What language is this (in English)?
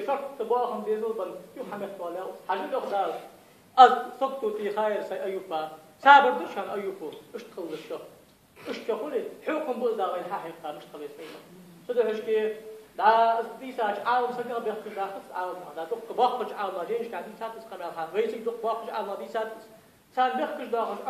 Ingush